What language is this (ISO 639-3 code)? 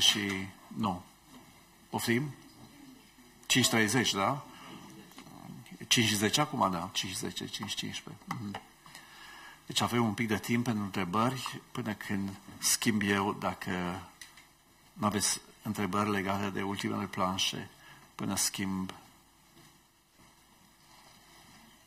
ron